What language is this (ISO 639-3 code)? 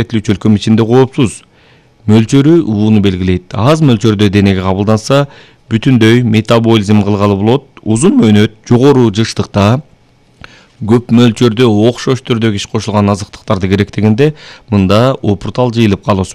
kir